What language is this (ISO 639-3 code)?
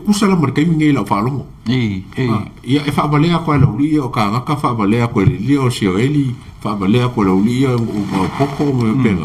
smo